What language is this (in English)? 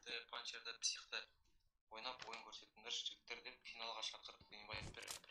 Kara-Kalpak